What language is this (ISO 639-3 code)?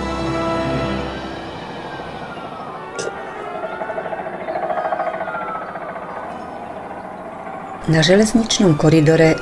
slk